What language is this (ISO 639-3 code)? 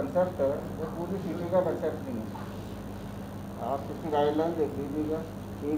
hin